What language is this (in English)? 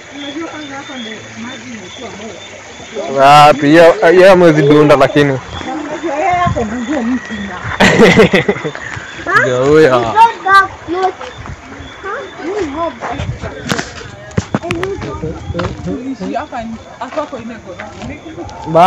Swahili